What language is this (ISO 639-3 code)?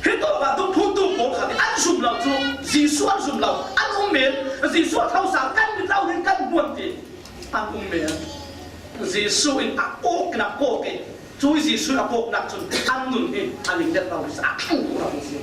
cfm